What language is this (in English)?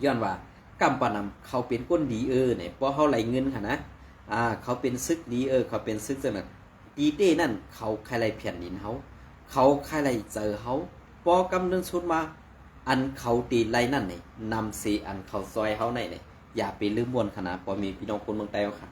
Shan